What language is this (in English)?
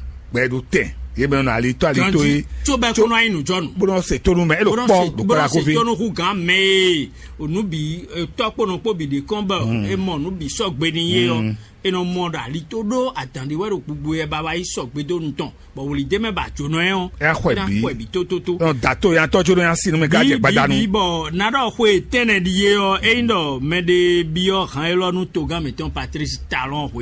Fon